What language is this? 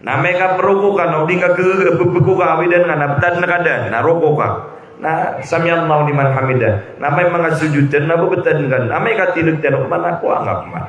Maranao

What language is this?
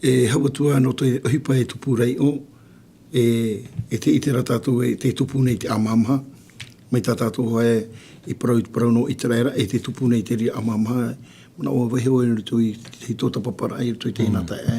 Tahitian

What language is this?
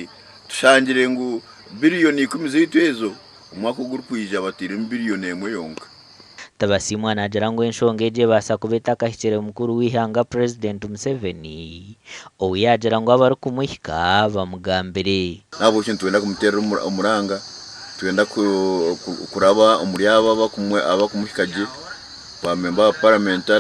Nyankole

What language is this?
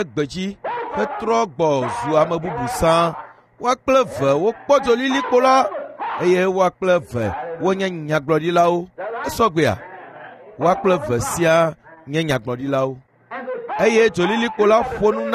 Ewe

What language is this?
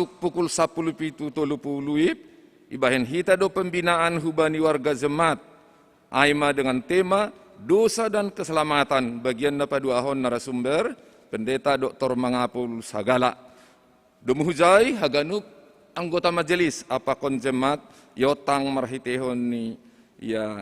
Batak Simalungun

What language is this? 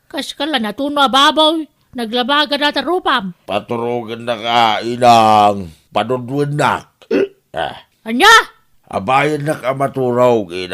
Iloko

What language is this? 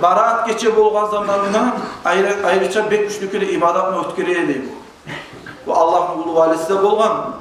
Kumyk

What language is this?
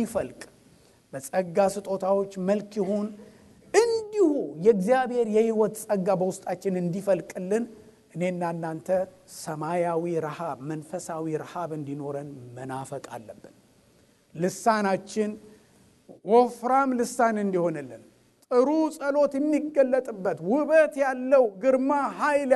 Amharic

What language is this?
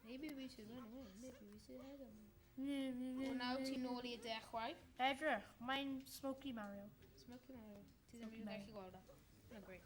Welsh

